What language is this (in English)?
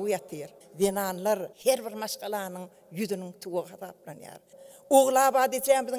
Turkmen